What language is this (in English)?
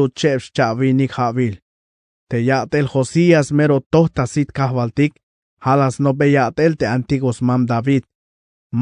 Tzeltal